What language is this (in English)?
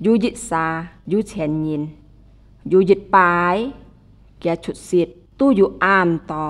Hakka Chinese